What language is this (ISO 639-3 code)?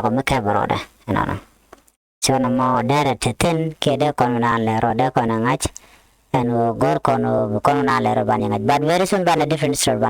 nus